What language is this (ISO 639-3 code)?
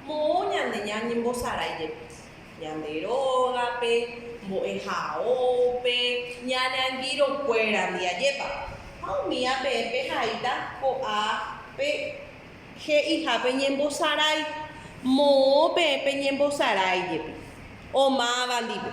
grn